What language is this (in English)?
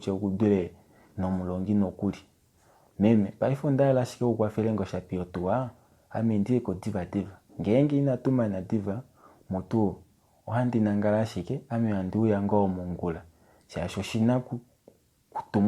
Kuanyama